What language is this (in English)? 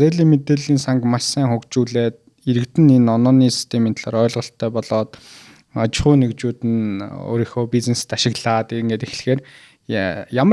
Mongolian